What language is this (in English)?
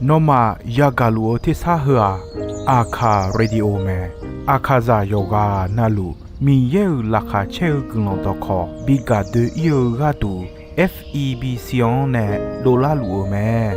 Akha